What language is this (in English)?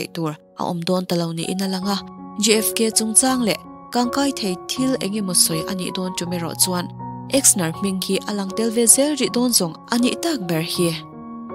Mizo